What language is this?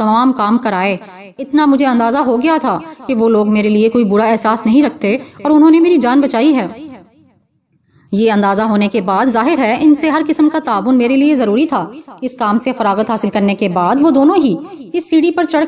Urdu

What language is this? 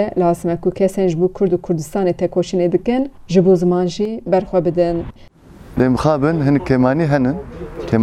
Kurdish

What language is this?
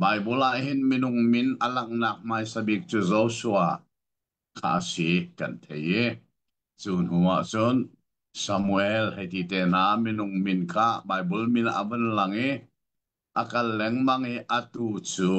Hakha Chin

